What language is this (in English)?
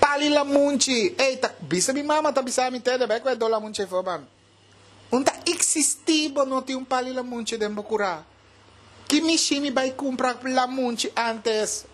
Papiamento